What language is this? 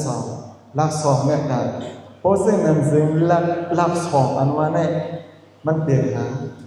Shan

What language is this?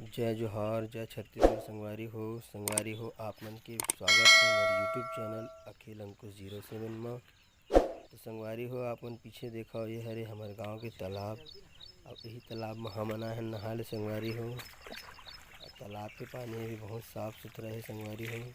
Chhattisgarhi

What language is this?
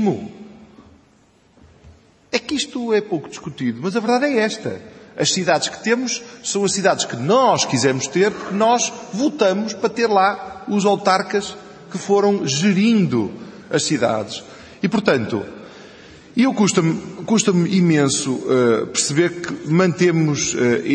Portuguese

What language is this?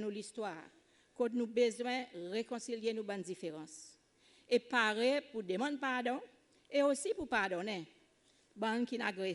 Seselwa Creole French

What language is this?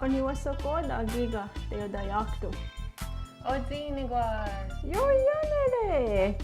Mohawk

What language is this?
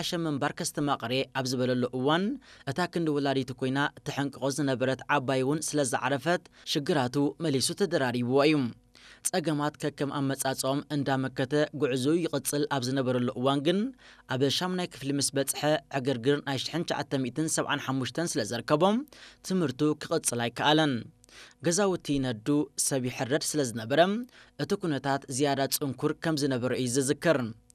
Tigrinya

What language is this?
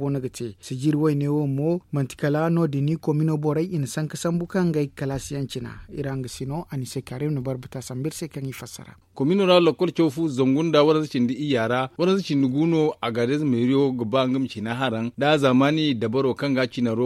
Zarma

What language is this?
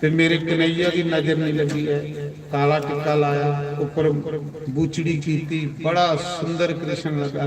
Dogri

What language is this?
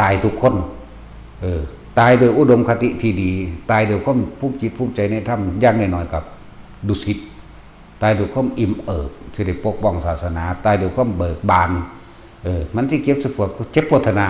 Northeastern Thai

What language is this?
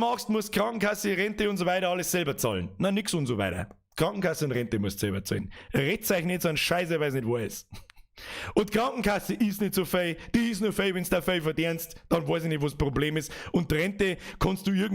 Bavarian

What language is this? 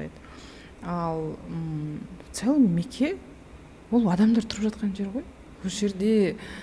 Kazakh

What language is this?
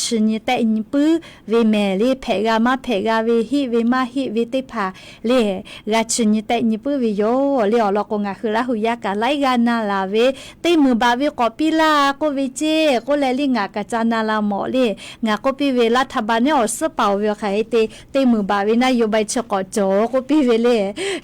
Lahu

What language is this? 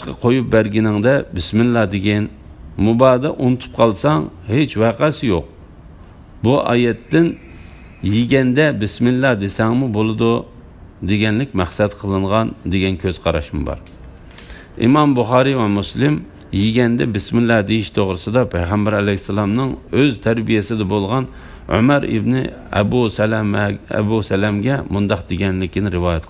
Uyghur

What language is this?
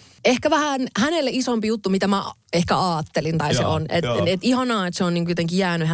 Finnish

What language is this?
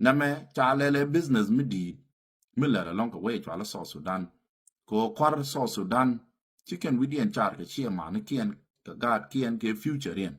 Nuer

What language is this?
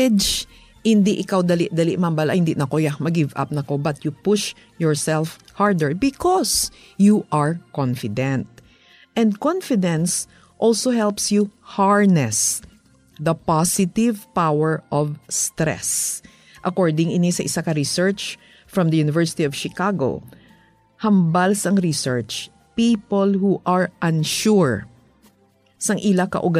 Hiligaynon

